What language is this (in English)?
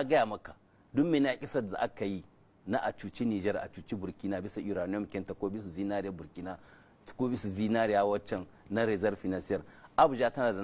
Hausa